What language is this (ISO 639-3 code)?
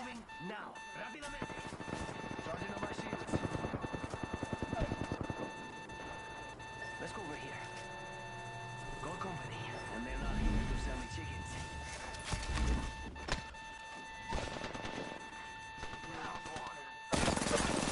eng